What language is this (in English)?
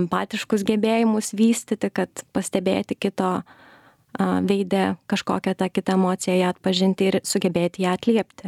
Lithuanian